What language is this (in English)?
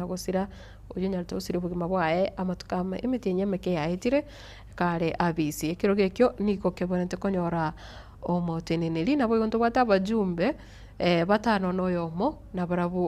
Gusii